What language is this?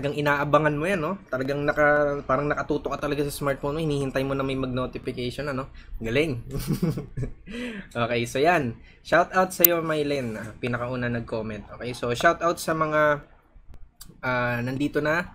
Filipino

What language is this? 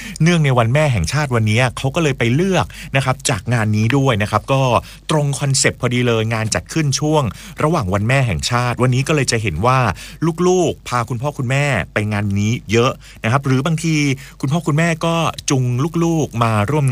Thai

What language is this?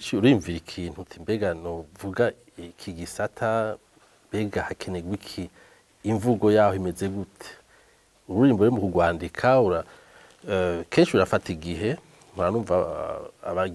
Rundi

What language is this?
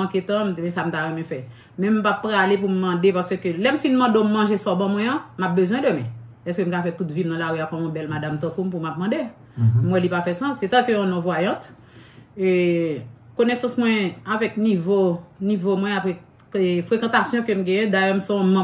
Haitian Creole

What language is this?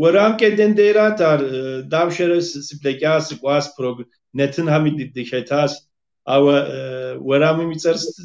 Kabardian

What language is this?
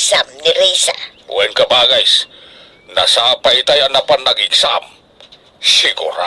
Iloko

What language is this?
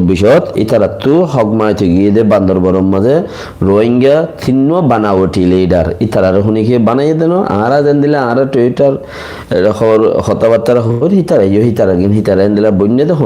Rohingya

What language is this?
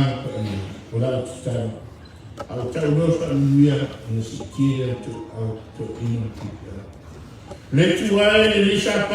Samoan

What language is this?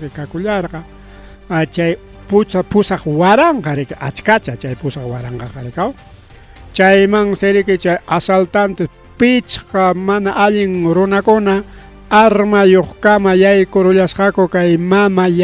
Ayacucho Quechua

